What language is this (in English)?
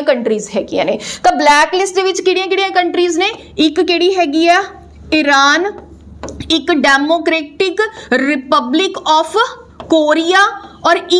Punjabi